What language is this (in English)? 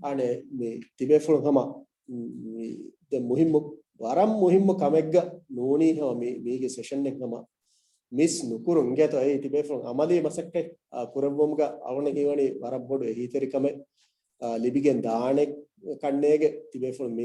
Divehi